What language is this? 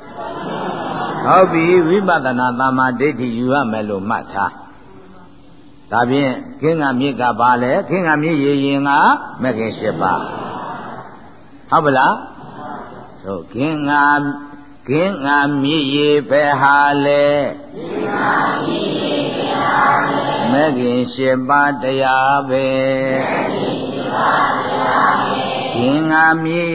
Burmese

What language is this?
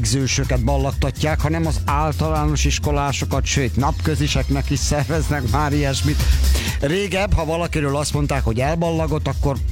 Hungarian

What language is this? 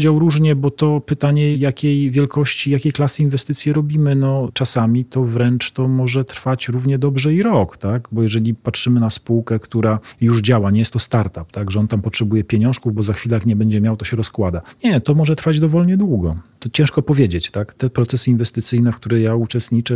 Polish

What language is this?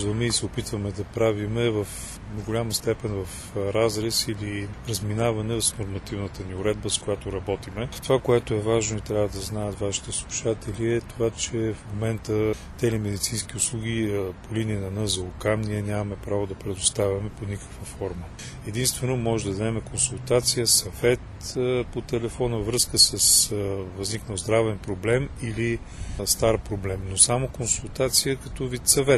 Bulgarian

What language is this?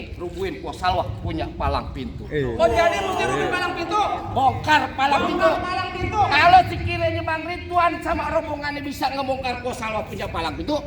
Betawi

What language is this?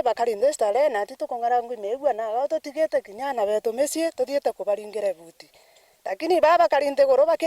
Meru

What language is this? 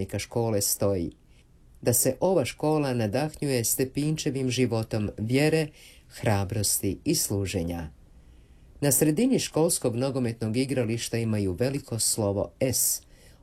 Croatian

